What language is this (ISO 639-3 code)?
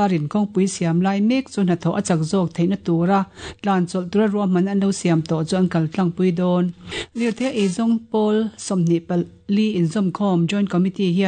lus